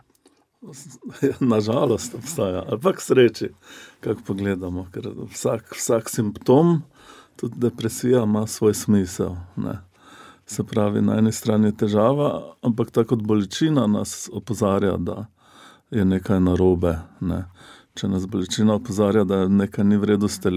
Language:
Slovenian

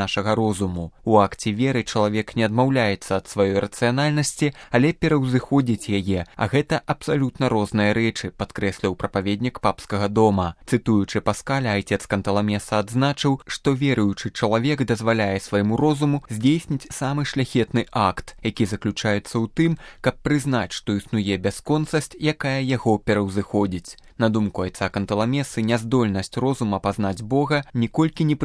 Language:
Belarusian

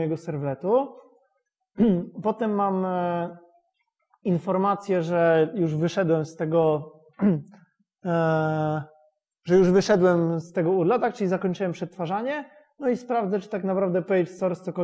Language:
Polish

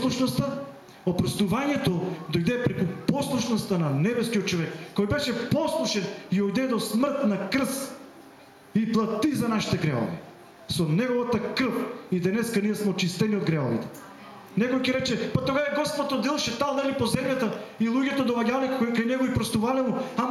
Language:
Macedonian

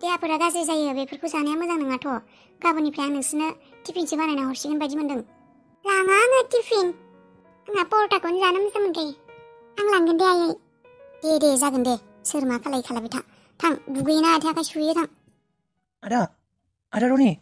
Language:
Bodo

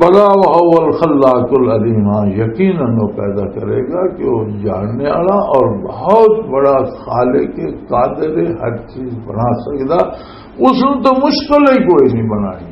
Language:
Western Panjabi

